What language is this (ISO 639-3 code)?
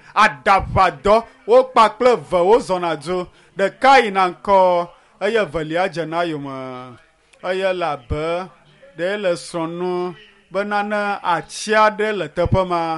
ewe